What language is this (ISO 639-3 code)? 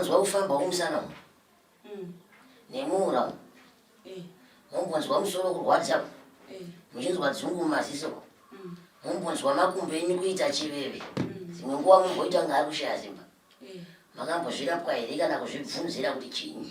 sna